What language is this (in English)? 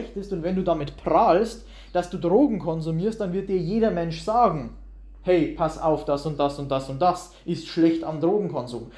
German